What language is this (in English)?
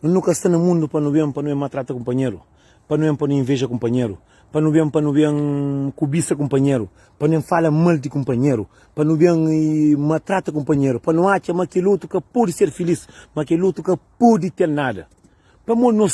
Kabuverdianu